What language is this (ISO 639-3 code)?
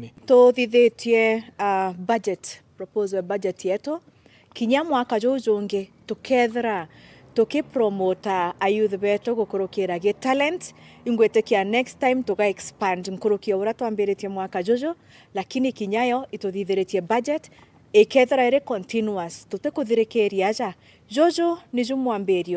mer